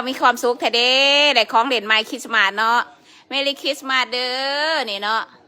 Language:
Lao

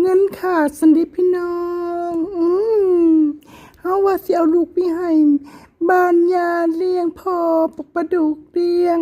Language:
Northeastern Thai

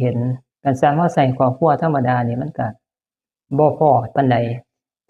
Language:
Northeastern Thai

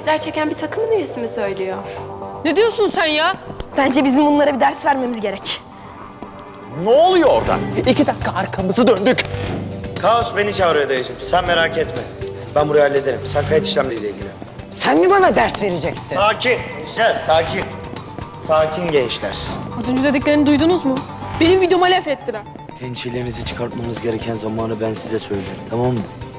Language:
Turkish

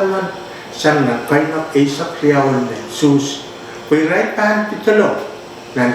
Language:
Pohnpeian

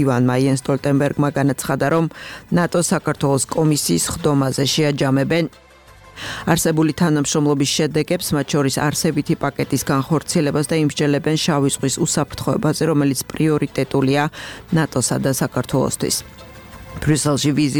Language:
Georgian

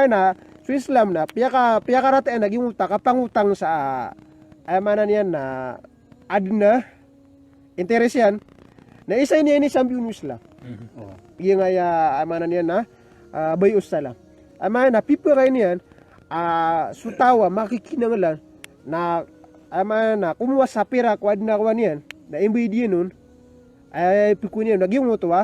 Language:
Maranao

